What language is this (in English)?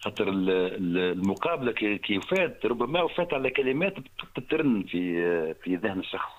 Tunisian Arabic